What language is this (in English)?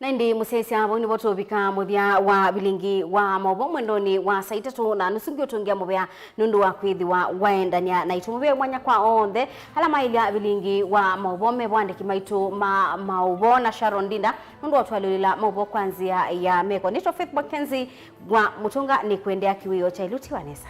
Kamba